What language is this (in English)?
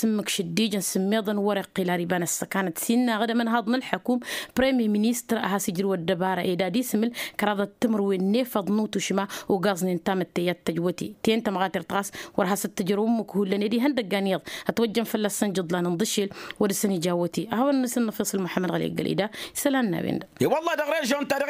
Tamasheq